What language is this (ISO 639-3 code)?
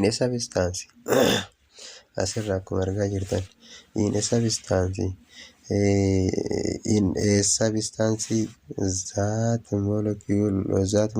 orm